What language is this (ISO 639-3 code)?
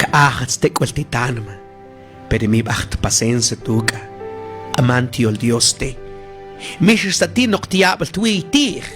mam